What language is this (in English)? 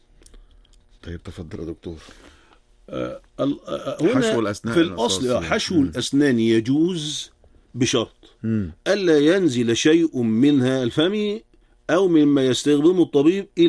Arabic